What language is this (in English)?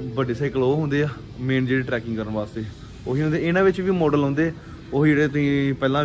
Punjabi